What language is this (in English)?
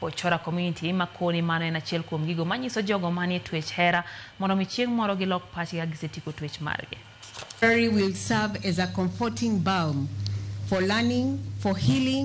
Luo (Kenya and Tanzania)